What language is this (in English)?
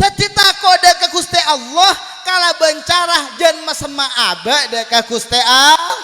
Madurese